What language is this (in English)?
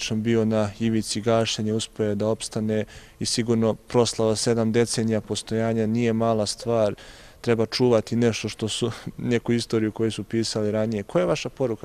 Serbian